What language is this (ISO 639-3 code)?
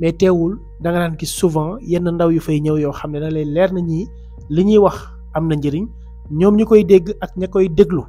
wol